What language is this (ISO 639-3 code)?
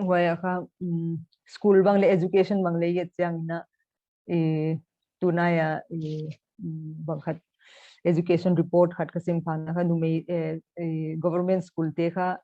pck